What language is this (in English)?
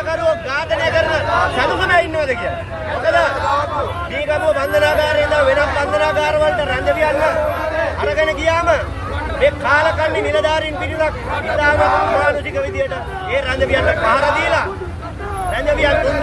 Sinhala